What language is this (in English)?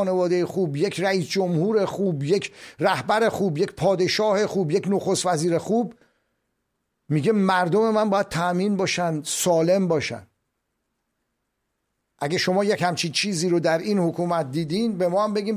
Persian